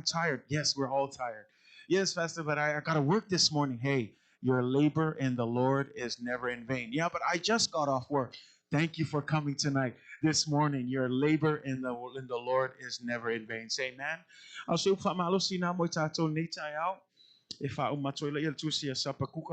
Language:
Samoan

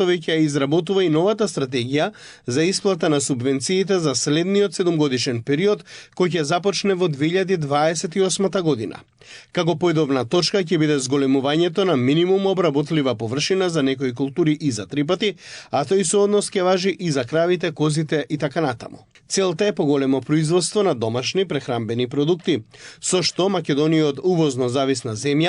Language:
Macedonian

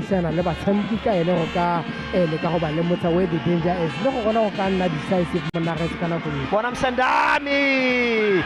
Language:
Tswana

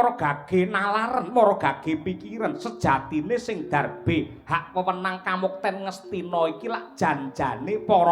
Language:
Javanese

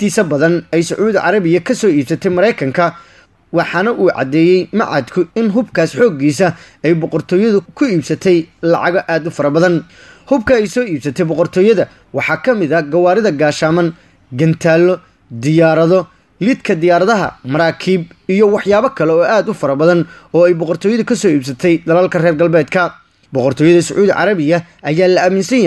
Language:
Somali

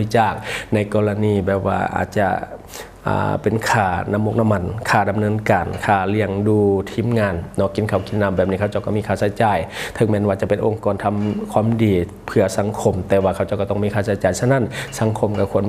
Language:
Lao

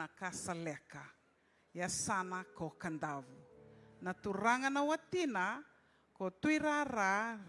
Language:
Fijian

